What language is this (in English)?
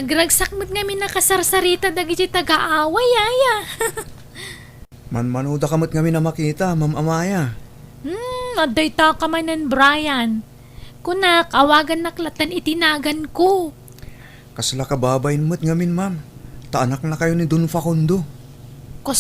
Iloko